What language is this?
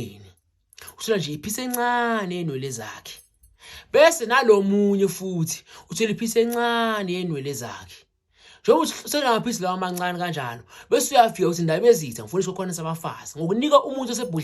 Zulu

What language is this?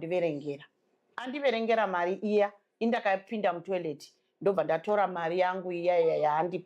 Shona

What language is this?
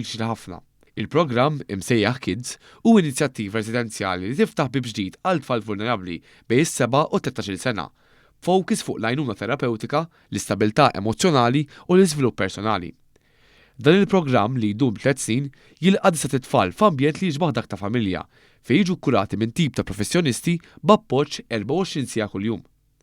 Maltese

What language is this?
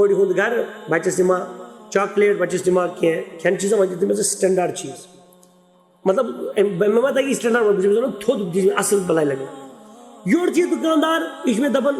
Kashmiri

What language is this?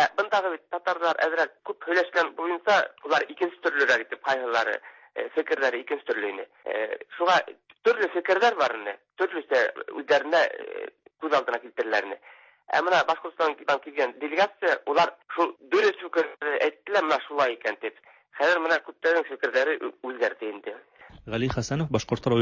Tatar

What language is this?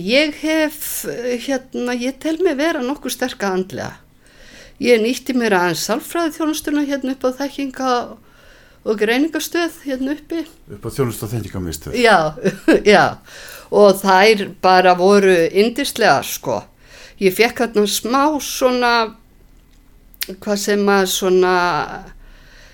Icelandic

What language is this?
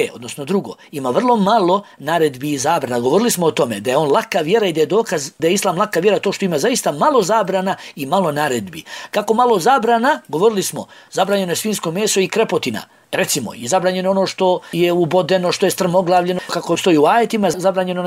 Bosnian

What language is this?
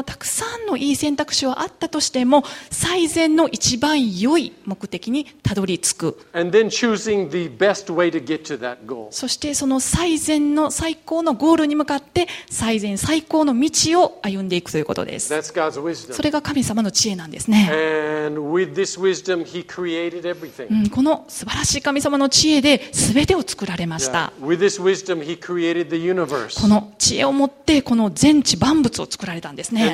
Japanese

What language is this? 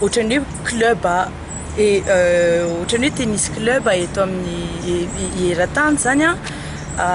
Malagasy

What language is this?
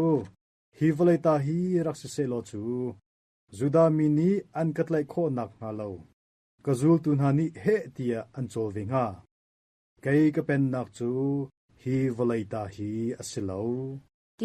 Hakha Chin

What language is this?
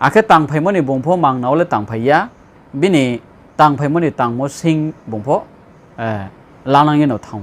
Riang (India)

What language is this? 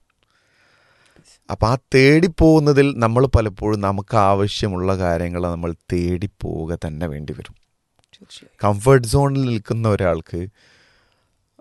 Malayalam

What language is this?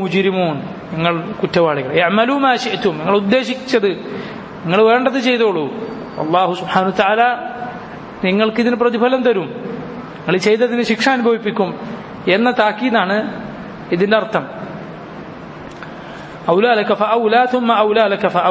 Malayalam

